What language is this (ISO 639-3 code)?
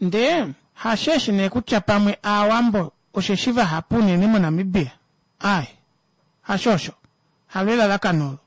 kua